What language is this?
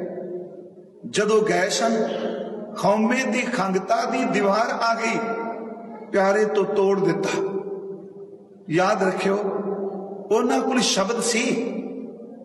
Punjabi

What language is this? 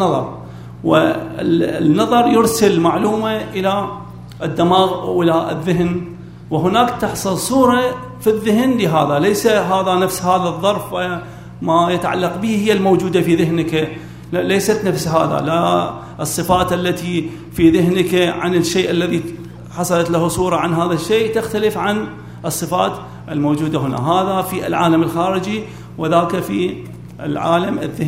Arabic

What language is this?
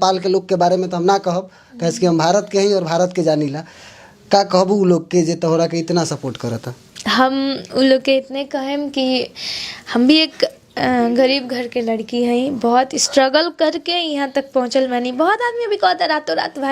Bhojpuri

